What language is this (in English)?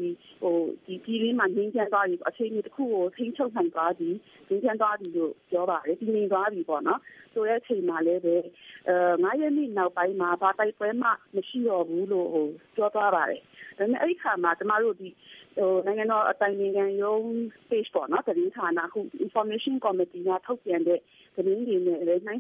Burmese